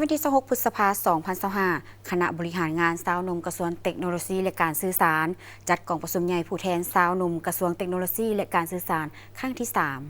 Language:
Lao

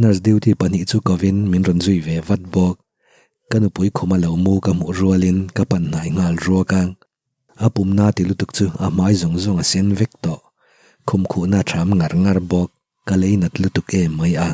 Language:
Mizo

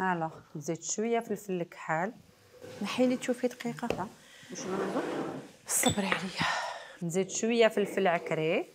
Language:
Algerian Arabic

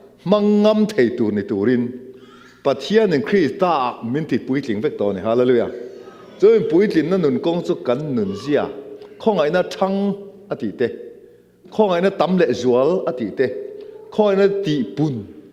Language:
Mizo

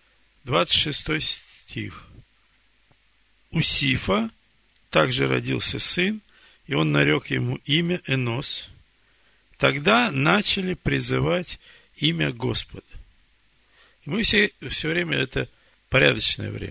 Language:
Russian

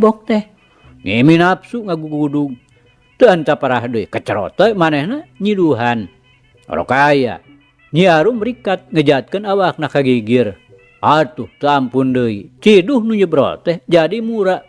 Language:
Sundanese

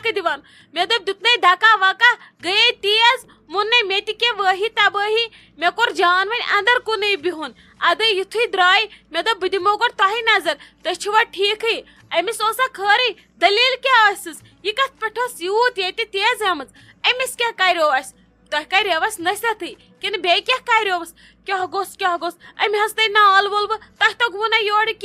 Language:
Kashmiri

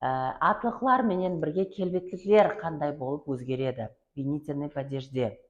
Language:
Kara-Kalpak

